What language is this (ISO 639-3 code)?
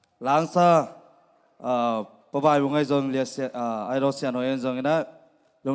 ctd